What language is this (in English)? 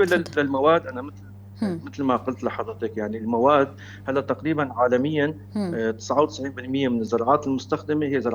North Levantine Arabic